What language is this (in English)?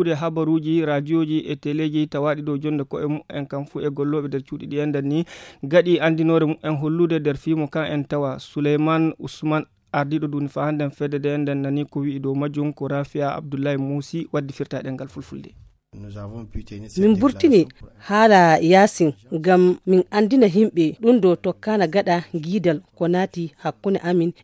Fula